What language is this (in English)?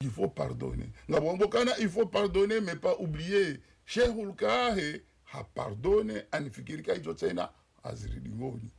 Ngazidja Comorian